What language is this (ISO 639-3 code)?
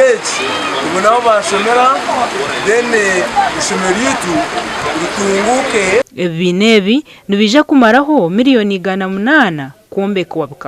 nyn